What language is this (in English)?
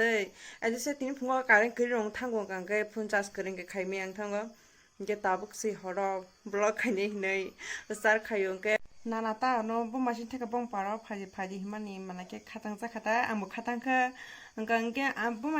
Kok Borok